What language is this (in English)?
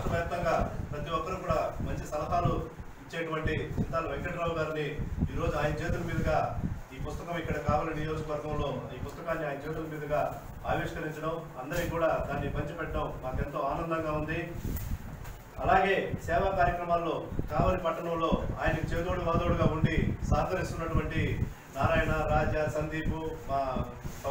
Telugu